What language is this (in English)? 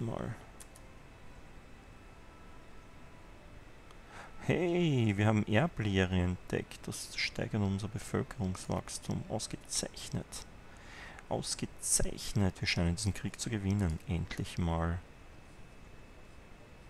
German